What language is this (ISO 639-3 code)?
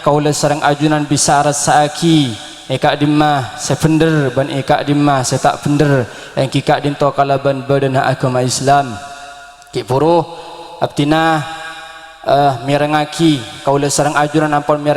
mad